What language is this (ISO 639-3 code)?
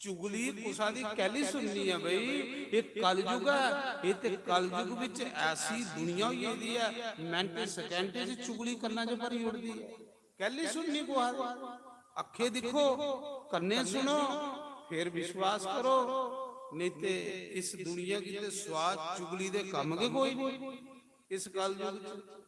doi